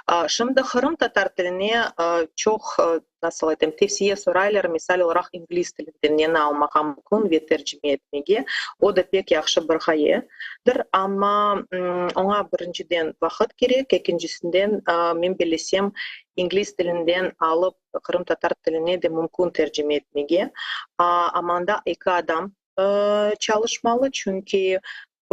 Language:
Crimean Tatar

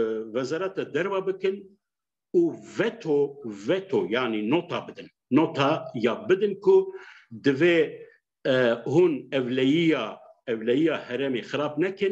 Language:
Kurdish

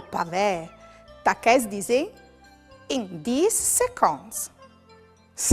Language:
Friulian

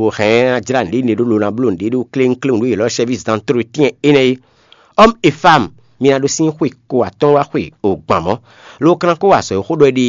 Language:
Fon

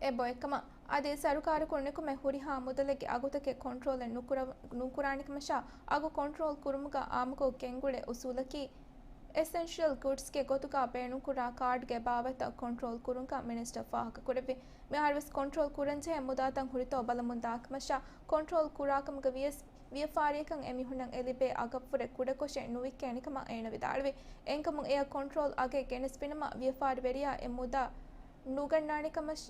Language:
Divehi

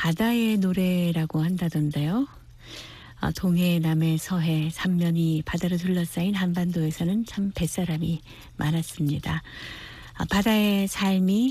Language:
Korean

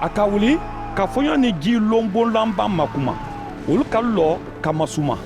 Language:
Mandingo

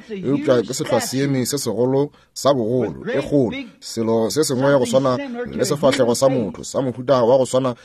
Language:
Northern Sotho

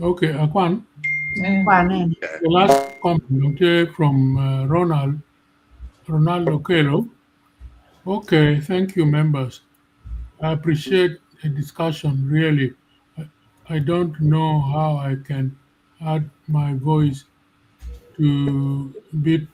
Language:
Acoli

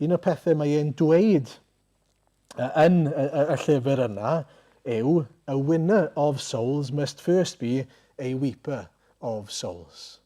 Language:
Welsh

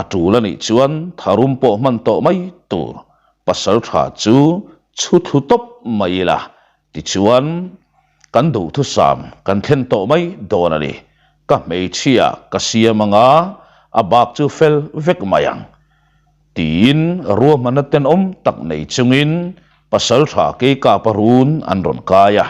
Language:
Mizo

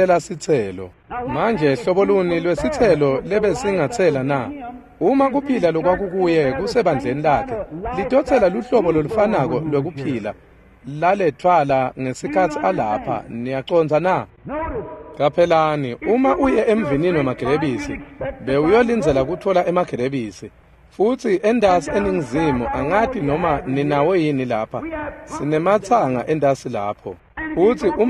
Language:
Swati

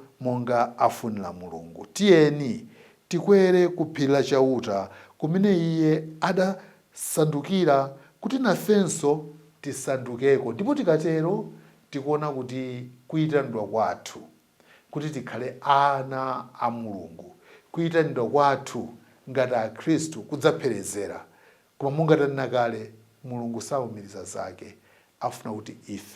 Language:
Nyanja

